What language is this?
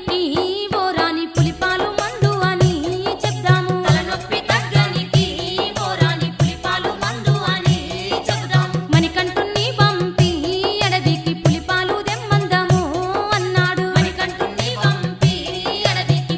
Telugu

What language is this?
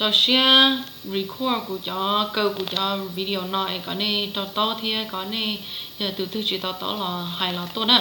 Hmong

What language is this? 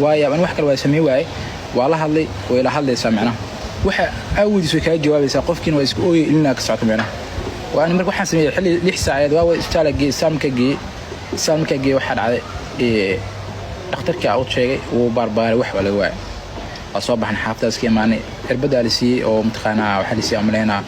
Somali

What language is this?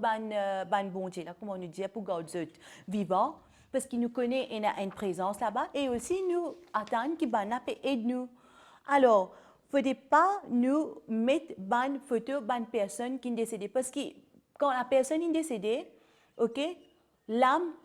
Morisyen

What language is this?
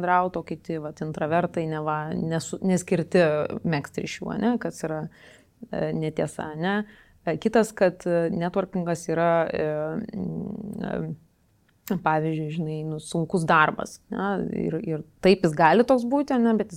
Lithuanian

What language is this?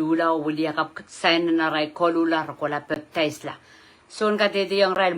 Pohnpeian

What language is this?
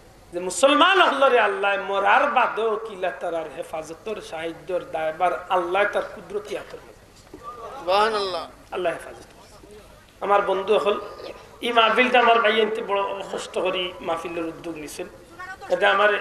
Sylheti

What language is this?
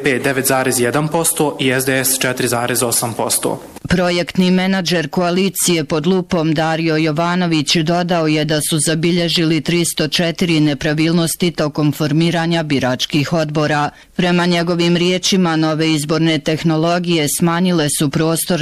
Bosnian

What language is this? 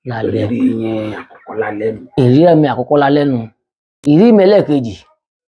Yoruba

